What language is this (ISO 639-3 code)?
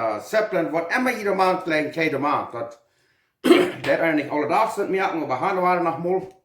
pdt